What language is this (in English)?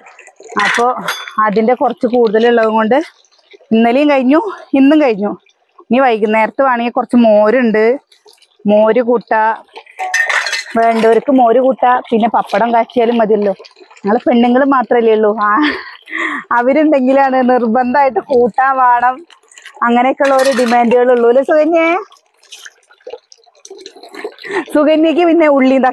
Malayalam